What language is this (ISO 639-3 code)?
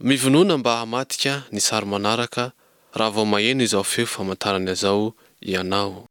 mlg